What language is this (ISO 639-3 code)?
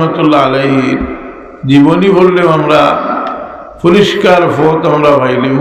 syl